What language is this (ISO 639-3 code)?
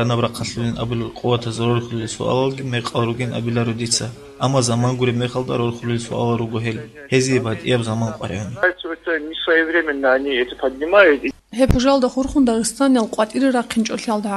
ava